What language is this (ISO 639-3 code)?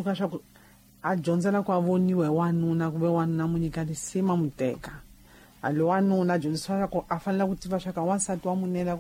tso